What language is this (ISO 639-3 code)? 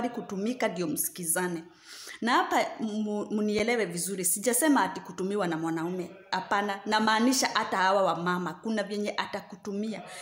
swa